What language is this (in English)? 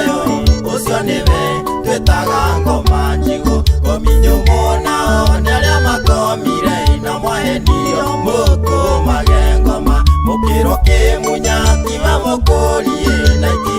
Kikuyu